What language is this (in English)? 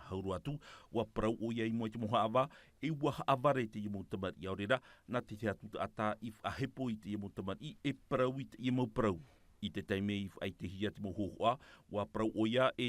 Tahitian